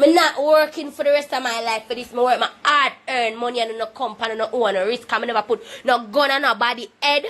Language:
Jamaican Creole English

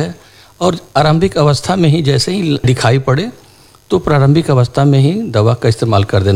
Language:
Hindi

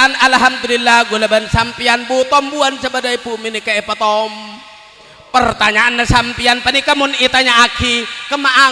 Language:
Madurese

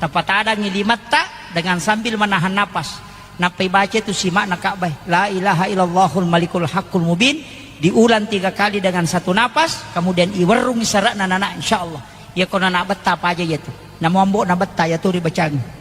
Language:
Buginese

